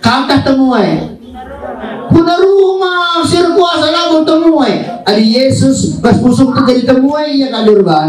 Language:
Batak Karo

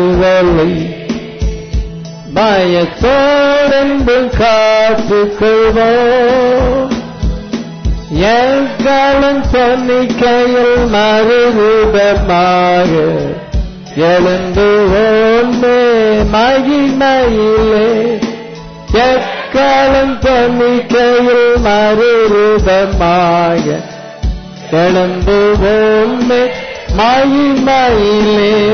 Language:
Tamil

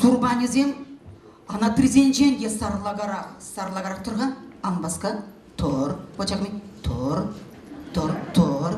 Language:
Chuvash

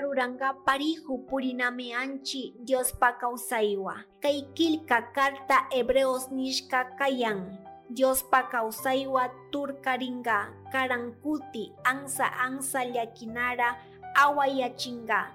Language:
Chimborazo Highland Quichua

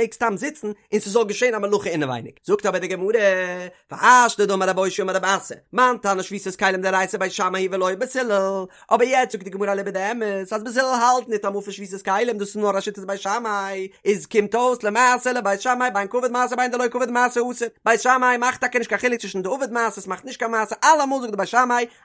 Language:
Yiddish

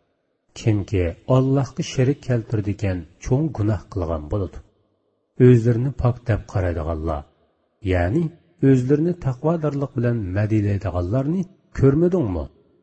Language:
Uyghur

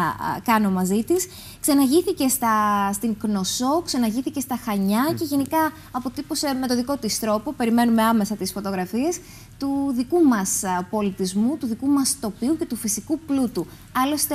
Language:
Greek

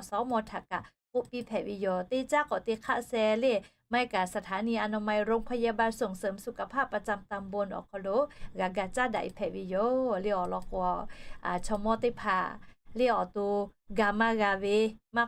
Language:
Lahu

